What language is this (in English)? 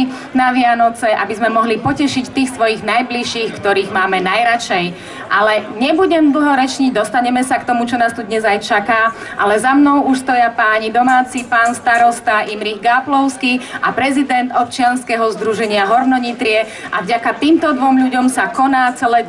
Slovak